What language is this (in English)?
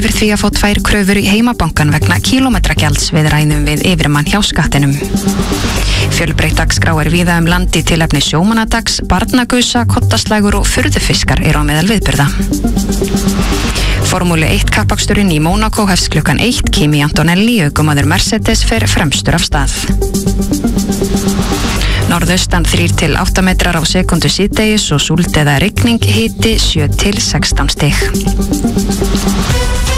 Icelandic